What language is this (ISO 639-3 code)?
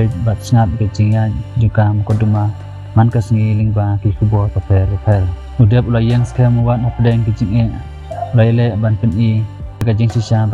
kha